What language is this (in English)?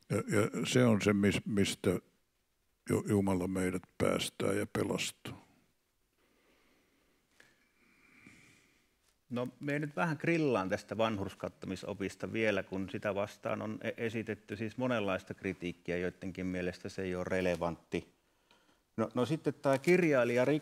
Finnish